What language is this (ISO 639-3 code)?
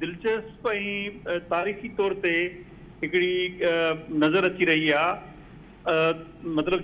snd